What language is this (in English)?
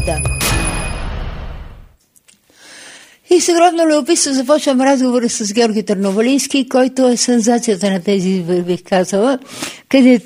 Bulgarian